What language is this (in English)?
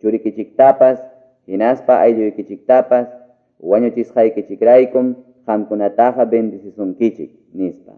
Quechua